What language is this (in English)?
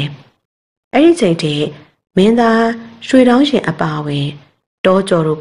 Burmese